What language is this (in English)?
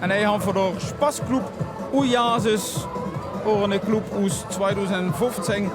Limburgish